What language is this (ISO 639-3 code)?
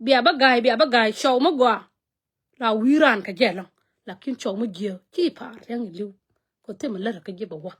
nus